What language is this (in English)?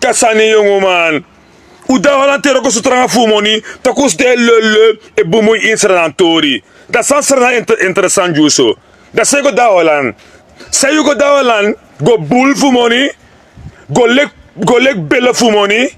Sranan Tongo